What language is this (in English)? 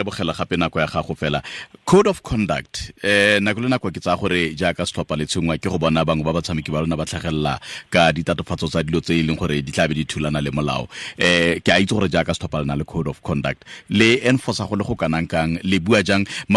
Tswana